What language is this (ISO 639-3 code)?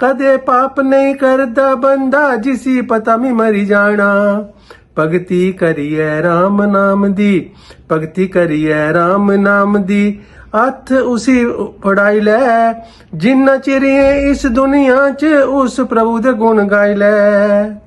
doi